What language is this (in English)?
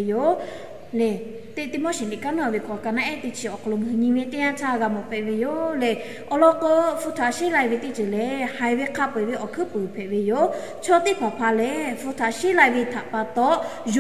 Lahu